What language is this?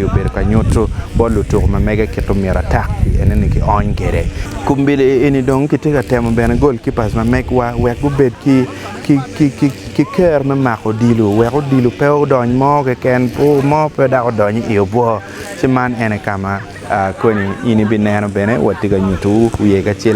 Acoli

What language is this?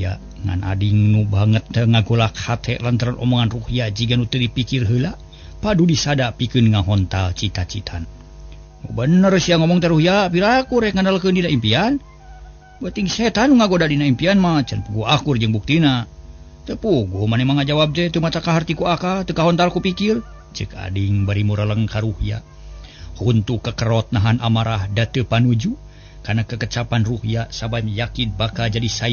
Sundanese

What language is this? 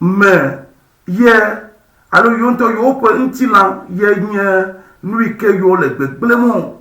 Ewe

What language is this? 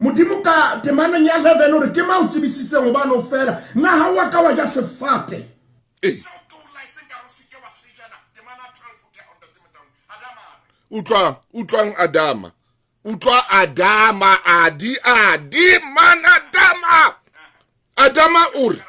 Southern Sotho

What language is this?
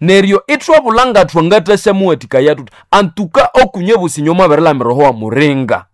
Nande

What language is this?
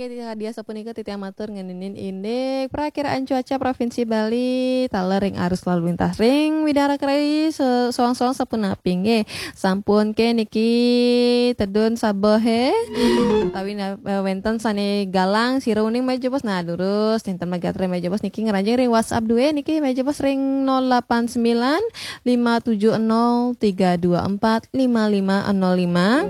Balinese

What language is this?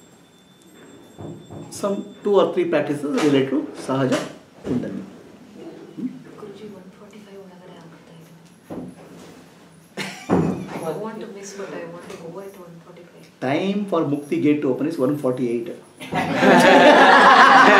Kannada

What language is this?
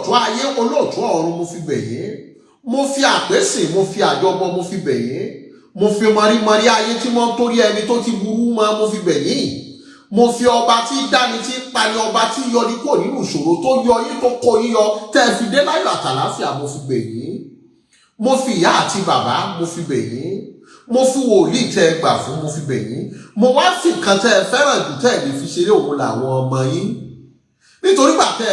Yoruba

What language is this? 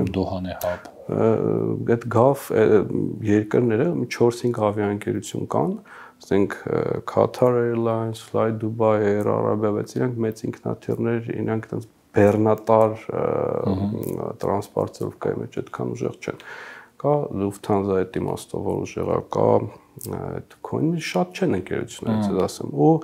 Armenian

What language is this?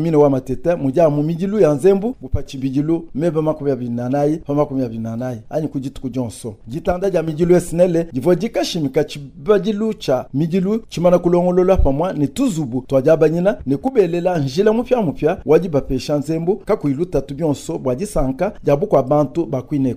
Luba-Lulua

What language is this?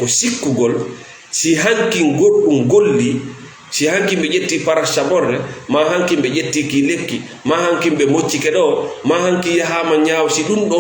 Fula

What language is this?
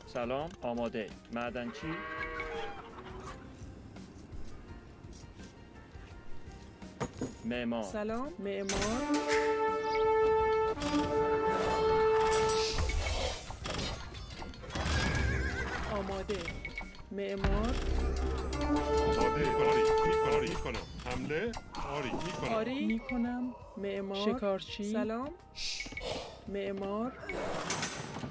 Persian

